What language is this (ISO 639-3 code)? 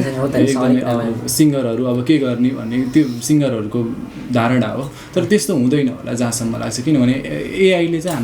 nep